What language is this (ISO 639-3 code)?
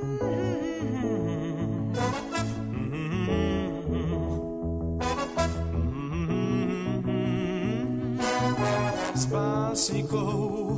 slk